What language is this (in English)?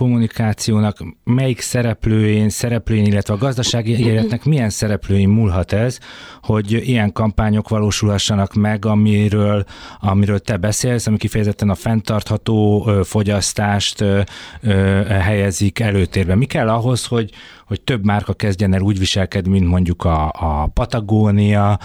Hungarian